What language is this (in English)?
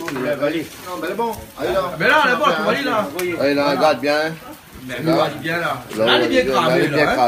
Réunion Creole French